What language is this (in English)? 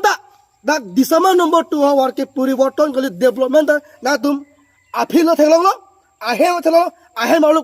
Karbi